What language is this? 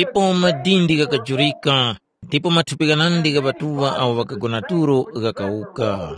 Tumbuka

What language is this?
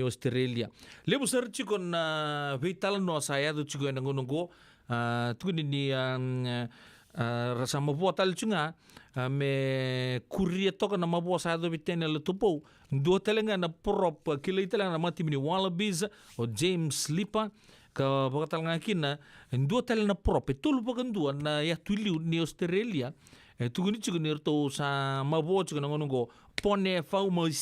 Fijian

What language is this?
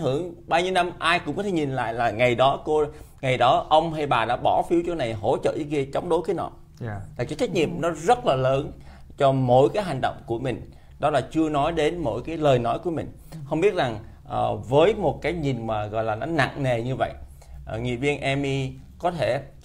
Vietnamese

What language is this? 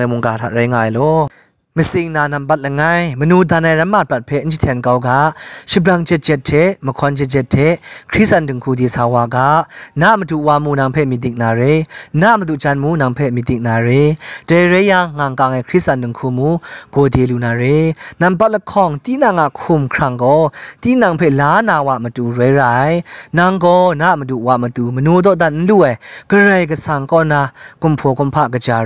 Kachin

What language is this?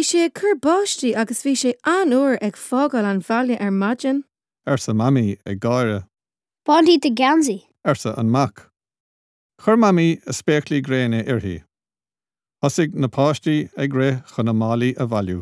Irish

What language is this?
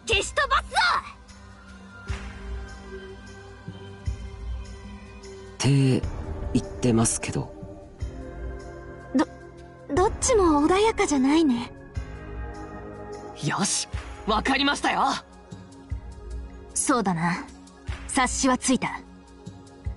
Japanese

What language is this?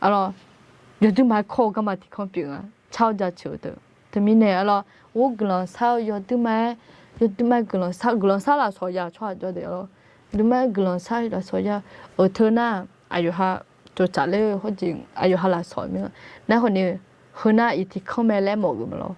Akha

